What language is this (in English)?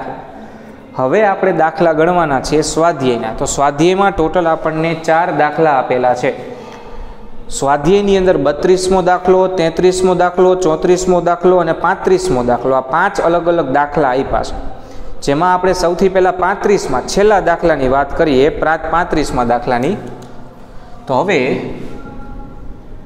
Gujarati